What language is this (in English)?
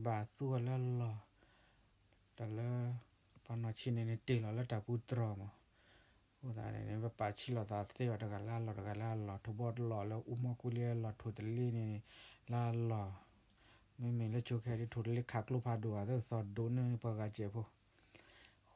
S'gaw Karen